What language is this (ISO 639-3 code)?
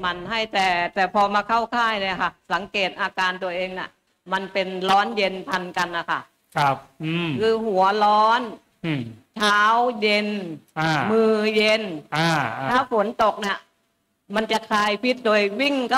tha